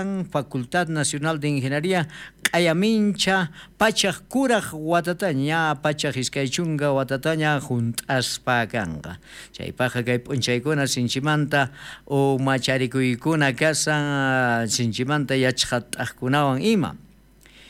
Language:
South Bolivian Quechua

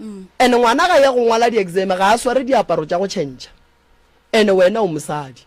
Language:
Northern Sotho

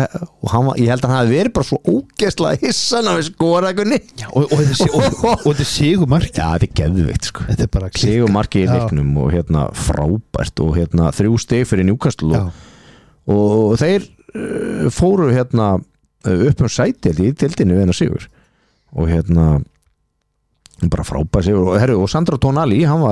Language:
Icelandic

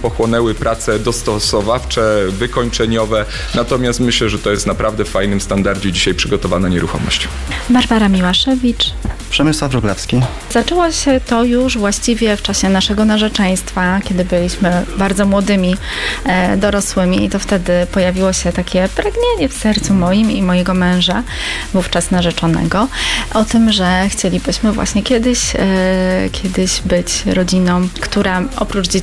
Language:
Polish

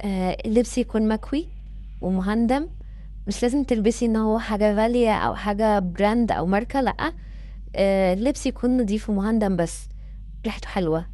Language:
Egyptian Arabic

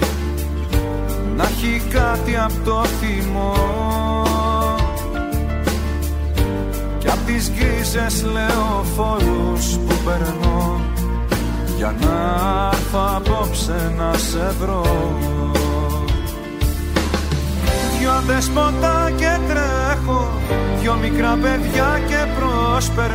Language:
Greek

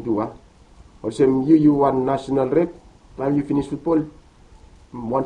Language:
Bislama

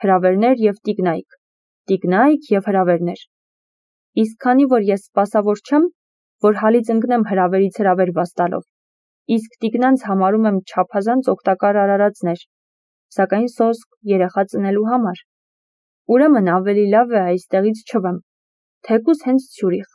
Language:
Armenian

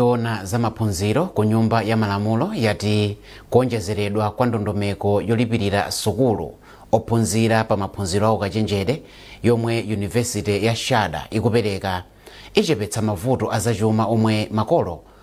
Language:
Nyanja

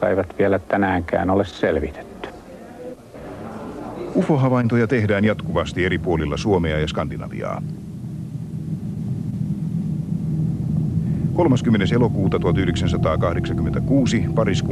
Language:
Finnish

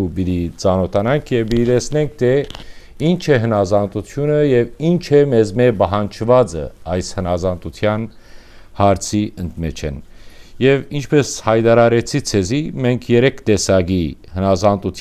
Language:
Western Armenian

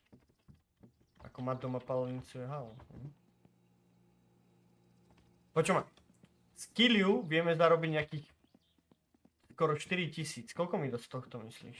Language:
Slovak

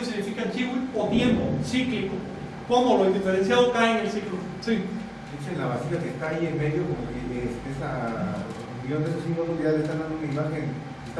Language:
Spanish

